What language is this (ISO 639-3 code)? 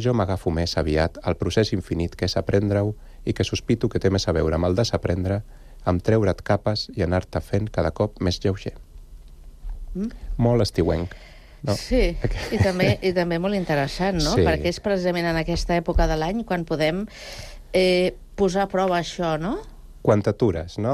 cat